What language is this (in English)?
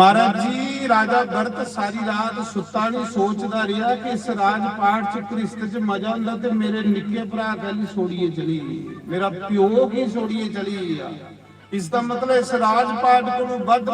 Dogri